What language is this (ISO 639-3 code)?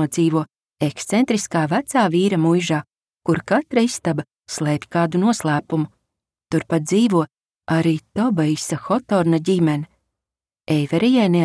lav